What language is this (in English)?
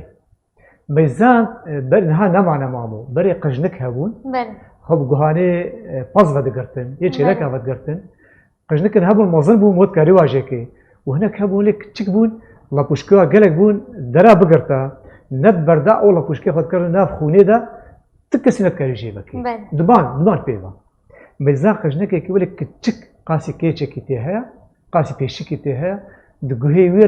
Kurdish